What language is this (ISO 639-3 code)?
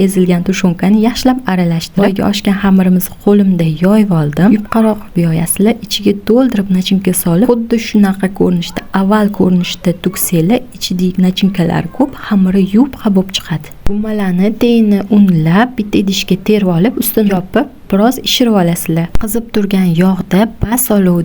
uzb